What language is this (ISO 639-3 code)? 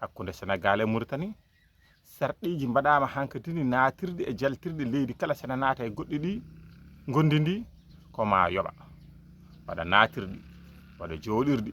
ful